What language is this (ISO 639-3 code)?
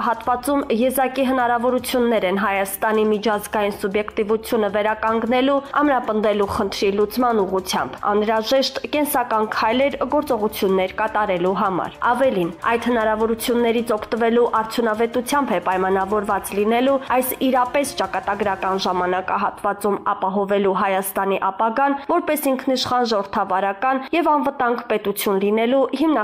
hye